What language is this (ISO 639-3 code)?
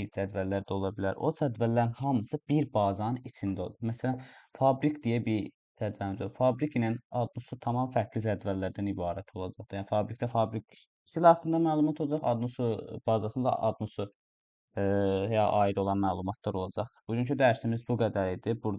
aze